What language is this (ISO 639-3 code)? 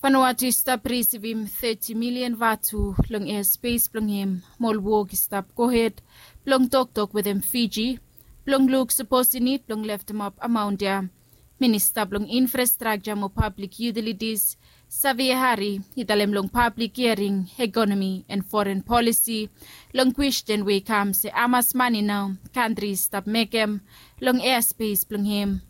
bis